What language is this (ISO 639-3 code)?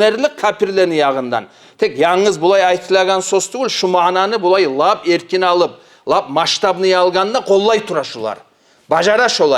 kum